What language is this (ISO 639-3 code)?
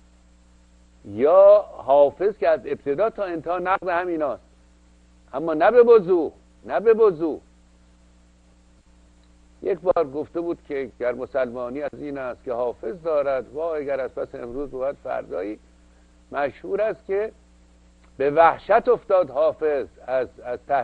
fas